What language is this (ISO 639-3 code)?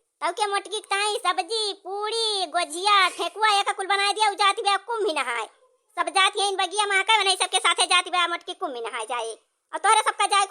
awa